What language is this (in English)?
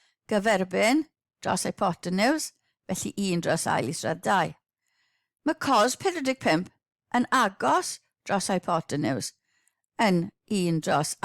Welsh